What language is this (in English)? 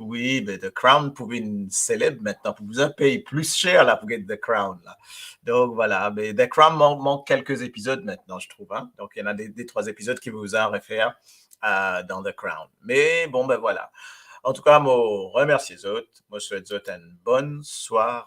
Morisyen